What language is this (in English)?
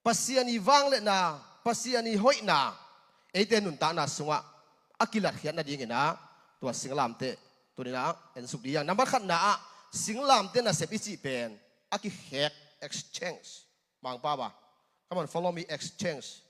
Tedim Chin